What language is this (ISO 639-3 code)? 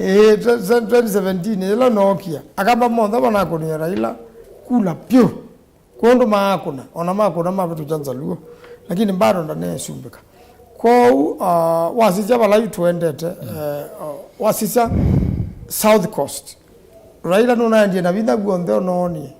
kam